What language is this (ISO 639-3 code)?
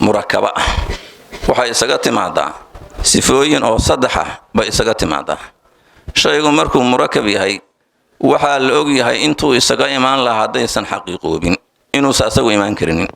som